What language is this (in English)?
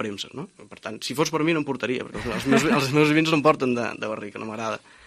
Catalan